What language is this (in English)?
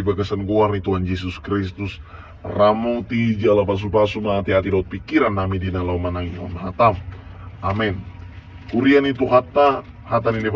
Batak Toba